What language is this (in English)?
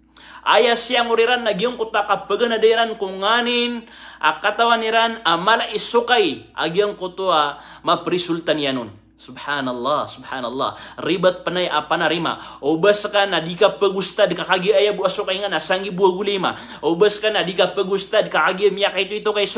Maranao